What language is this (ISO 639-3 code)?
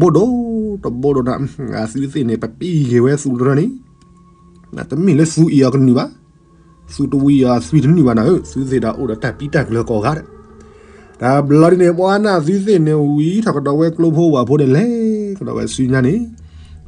ksw